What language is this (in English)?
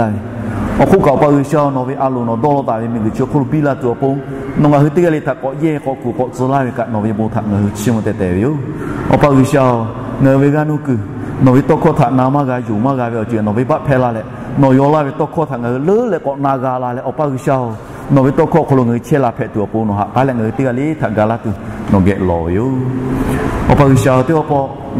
Lahu